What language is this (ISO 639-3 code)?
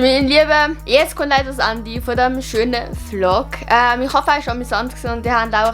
gsw